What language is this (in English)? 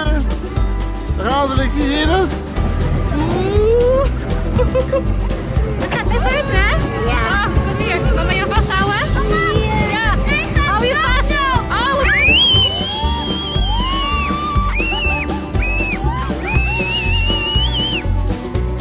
Dutch